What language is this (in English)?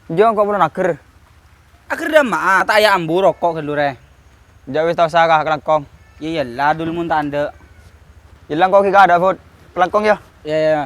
Madurese